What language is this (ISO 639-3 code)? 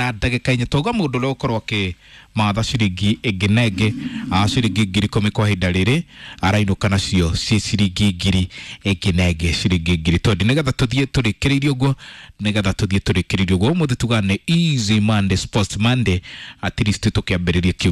kik